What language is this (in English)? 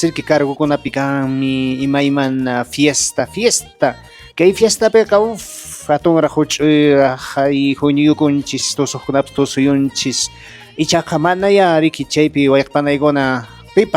Quechua